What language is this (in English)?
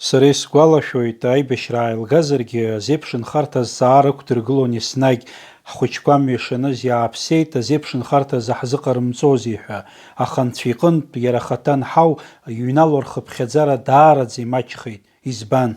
Abkhazian